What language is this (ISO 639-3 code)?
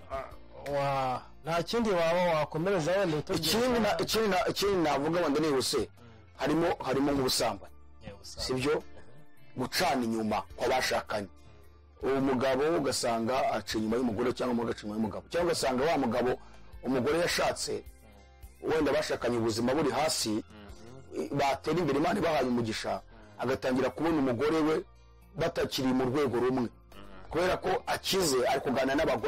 kin